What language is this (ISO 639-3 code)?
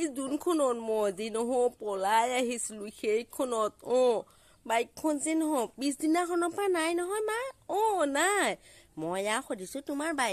asm